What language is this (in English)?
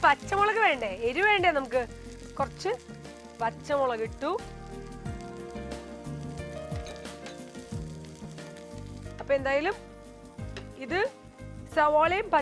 Malayalam